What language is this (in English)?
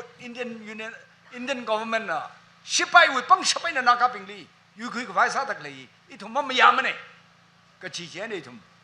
Tangkhul Naga (India)